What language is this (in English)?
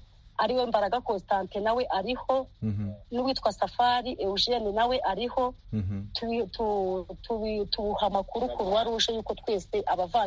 Kinyarwanda